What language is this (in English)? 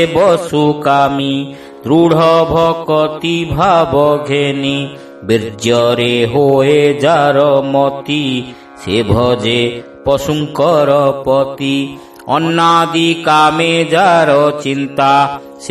Odia